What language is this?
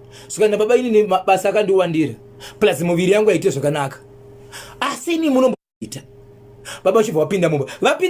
Shona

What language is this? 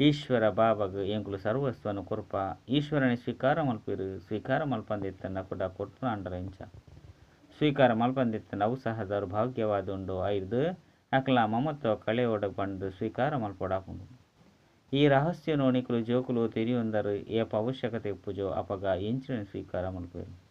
Tulu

